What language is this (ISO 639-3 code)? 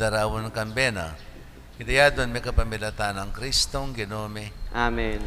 pam